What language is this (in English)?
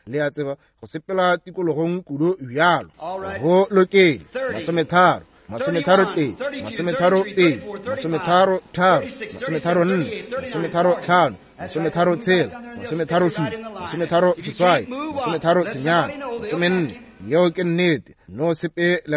Northern Sotho